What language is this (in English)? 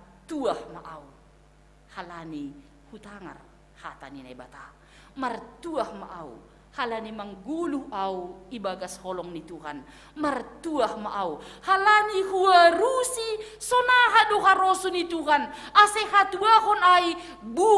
Batak Simalungun